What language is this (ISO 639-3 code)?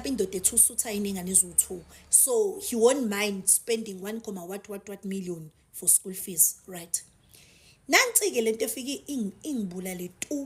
zul